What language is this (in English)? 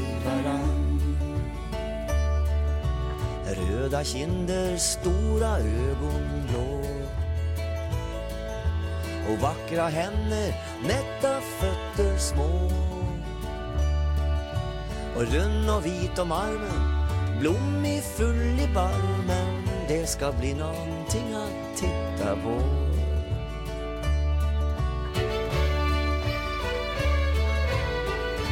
Swedish